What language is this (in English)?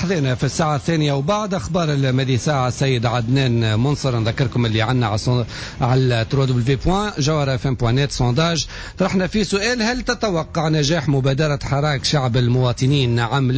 Tunisian Arabic